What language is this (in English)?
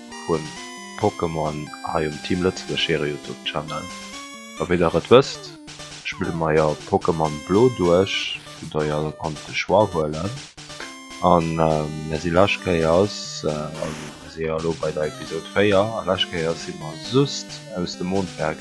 Luxembourgish